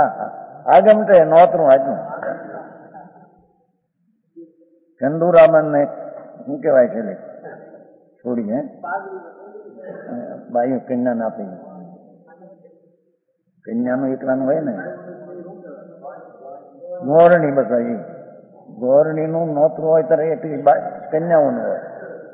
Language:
Gujarati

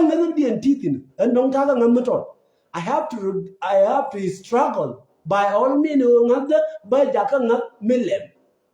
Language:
Nuer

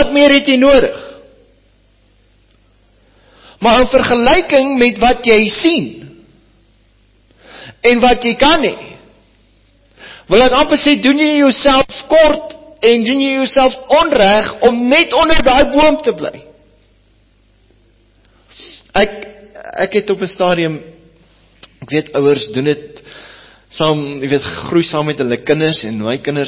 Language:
Afrikaans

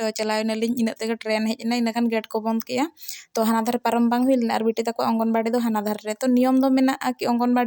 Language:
Santali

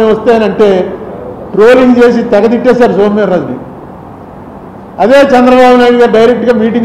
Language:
Telugu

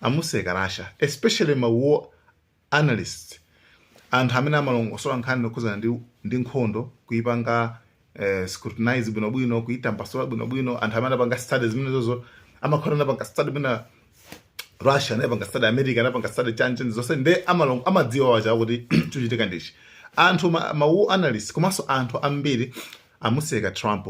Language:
Nyanja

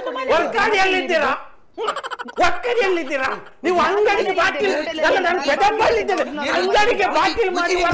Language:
Kannada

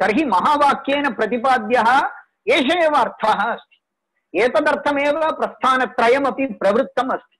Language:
Sanskrit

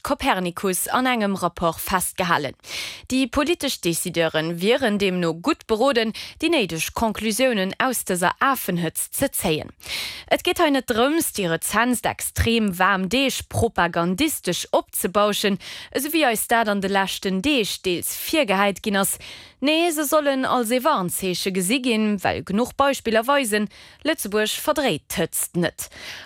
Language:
Luxembourgish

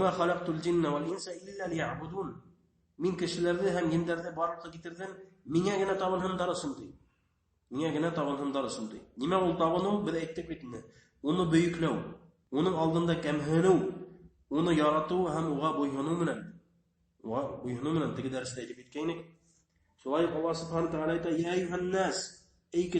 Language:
Bashkir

